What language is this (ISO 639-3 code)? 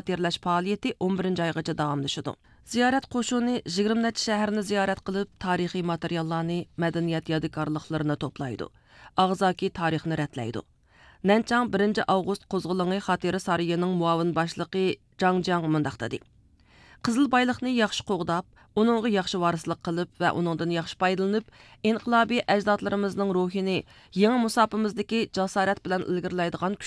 uig